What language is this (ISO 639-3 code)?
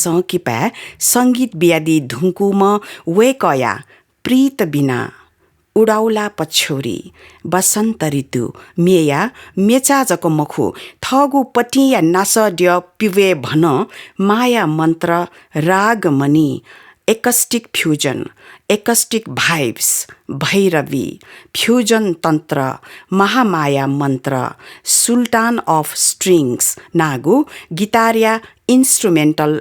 new